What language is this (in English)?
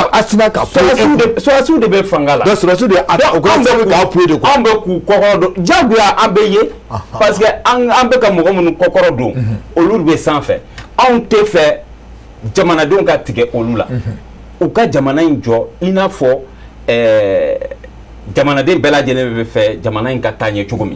Bambara